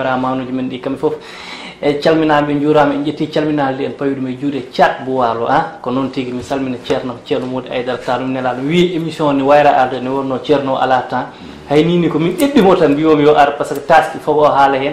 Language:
Fula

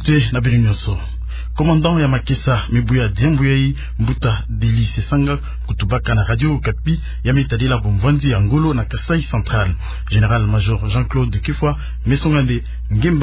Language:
Kituba (Democratic Republic of Congo)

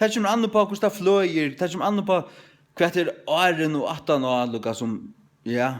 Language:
Faroese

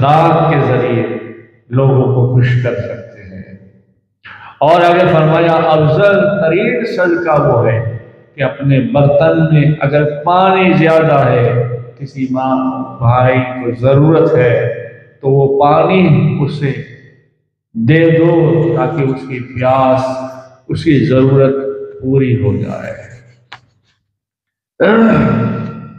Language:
Urdu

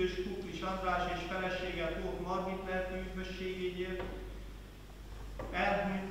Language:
Hungarian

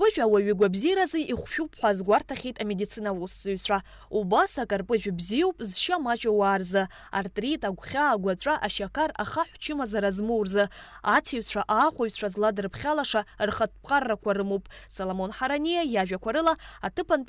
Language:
Abkhazian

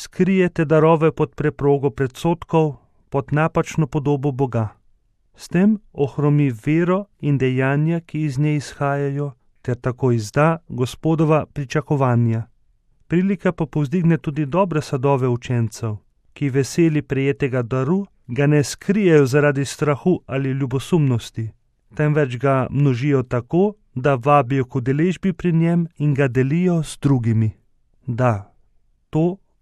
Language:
Slovenian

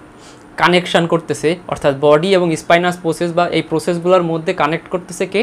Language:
Bangla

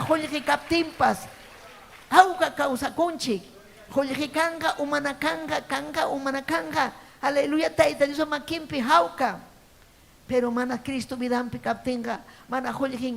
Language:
Ayacucho Quechua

